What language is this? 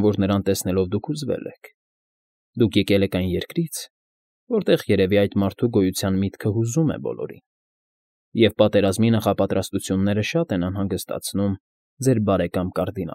Armenian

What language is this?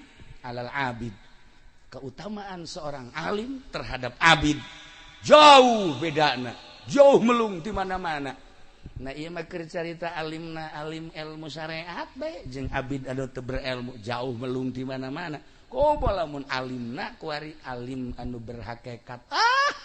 Sundanese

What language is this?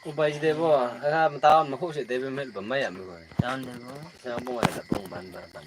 Naga Pidgin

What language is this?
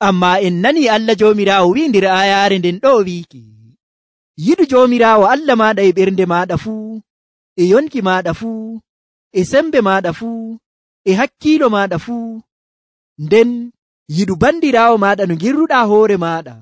Nigerian Fulfulde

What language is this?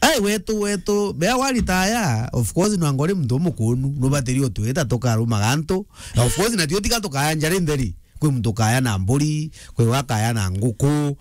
Meru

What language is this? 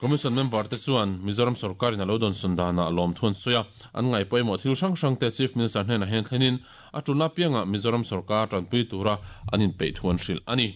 Mizo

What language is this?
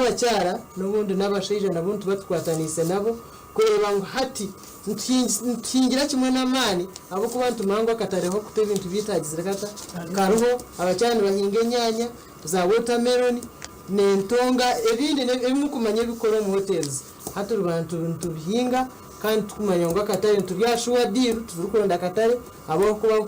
Nyankole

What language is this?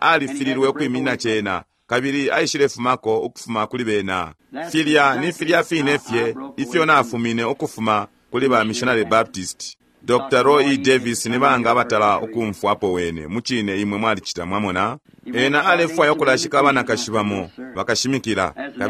Bemba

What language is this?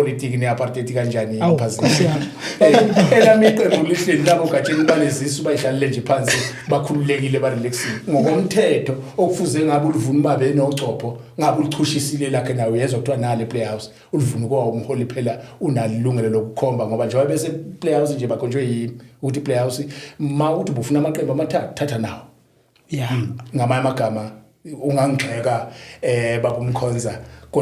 Zulu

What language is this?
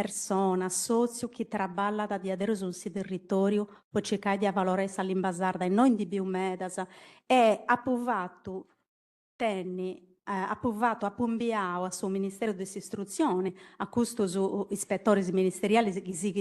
Sardinian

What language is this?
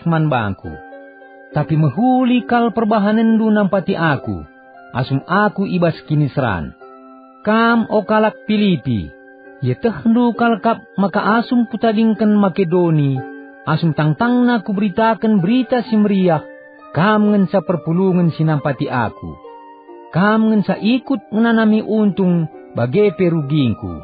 Batak Karo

